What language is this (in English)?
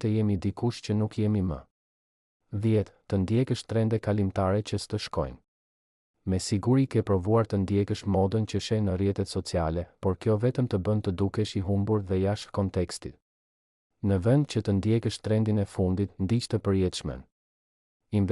Albanian